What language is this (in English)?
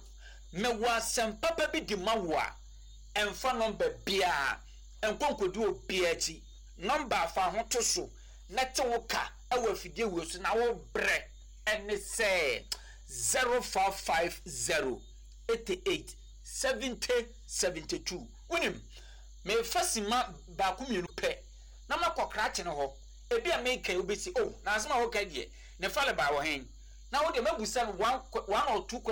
Akan